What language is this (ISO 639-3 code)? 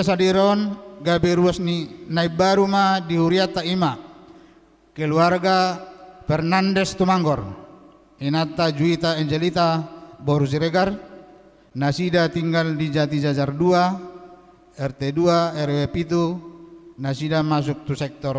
bbc